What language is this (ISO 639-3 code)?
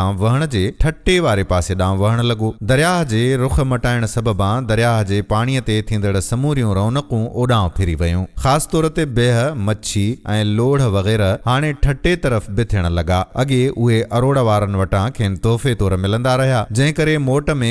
snd